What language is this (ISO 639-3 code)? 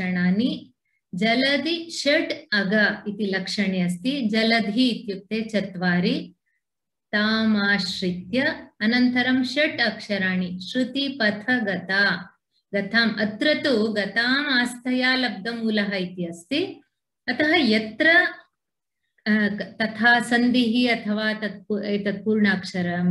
san